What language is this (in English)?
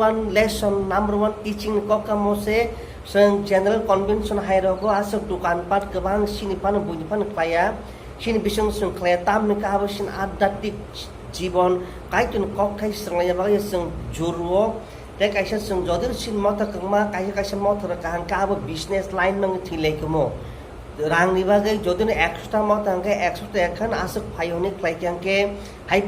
Kok Borok